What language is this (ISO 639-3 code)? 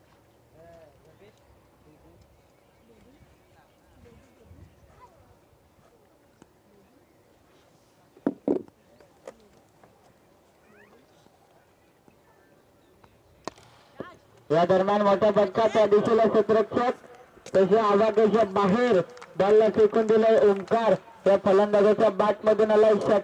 mar